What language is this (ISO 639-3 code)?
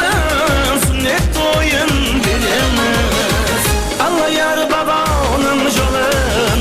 kaa